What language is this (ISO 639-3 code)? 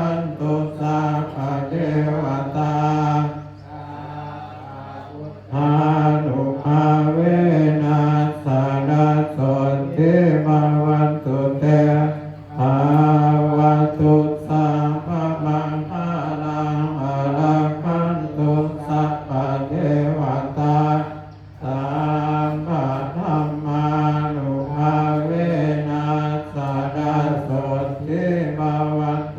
pli